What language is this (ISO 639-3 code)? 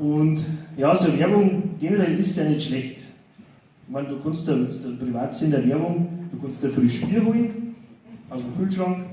bar